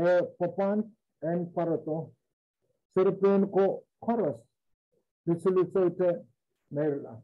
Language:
Pohnpeian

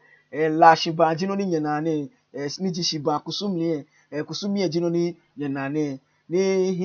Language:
Ga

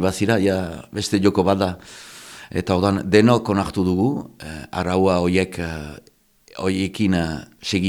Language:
Basque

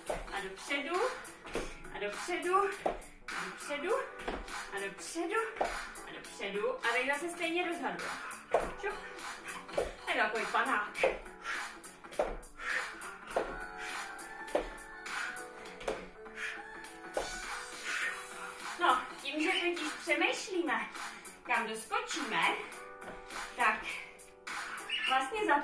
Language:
Czech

